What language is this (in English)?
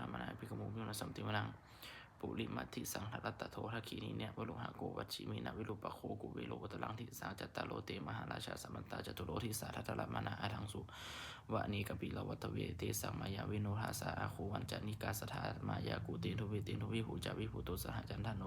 Pali